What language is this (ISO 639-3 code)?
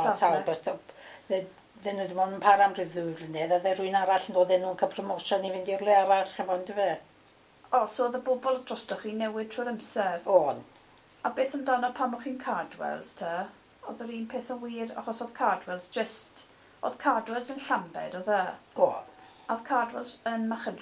cym